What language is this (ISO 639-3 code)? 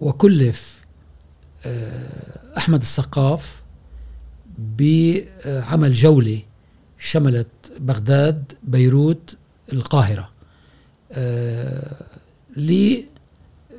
afb